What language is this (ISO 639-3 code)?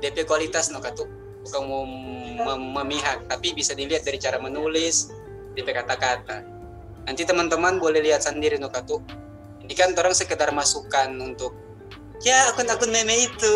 xmm